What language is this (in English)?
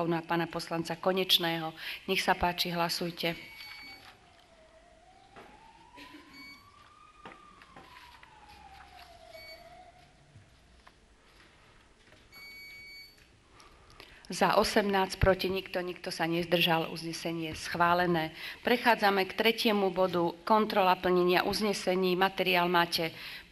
Slovak